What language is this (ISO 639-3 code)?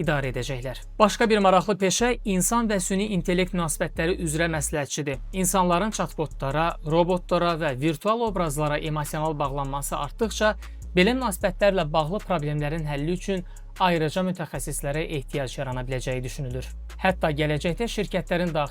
aze